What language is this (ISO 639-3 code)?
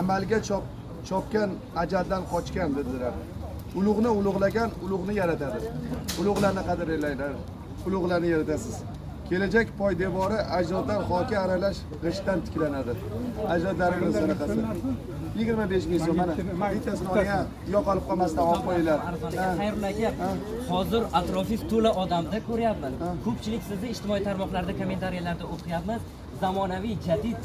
uzb